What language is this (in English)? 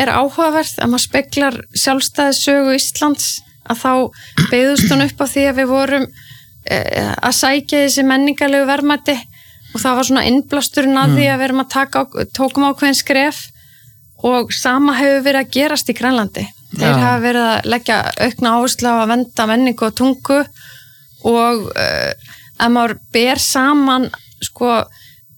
Icelandic